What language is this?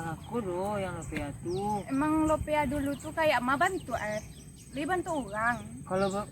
Minangkabau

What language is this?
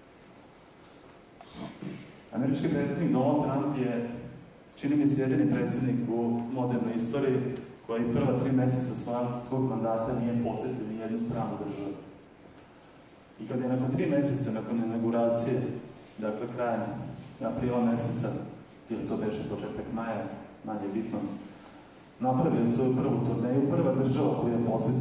Serbian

